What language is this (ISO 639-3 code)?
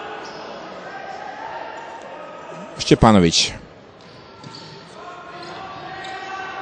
srp